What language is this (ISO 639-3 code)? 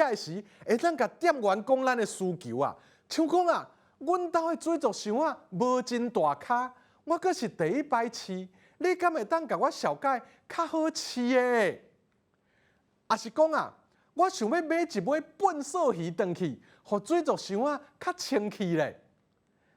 nan